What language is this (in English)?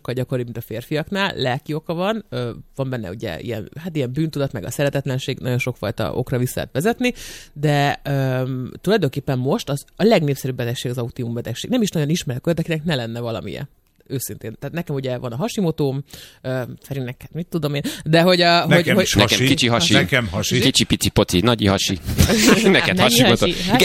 Hungarian